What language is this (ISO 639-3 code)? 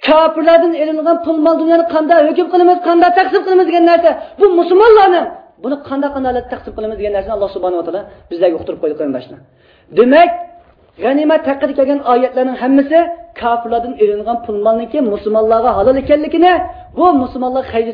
uig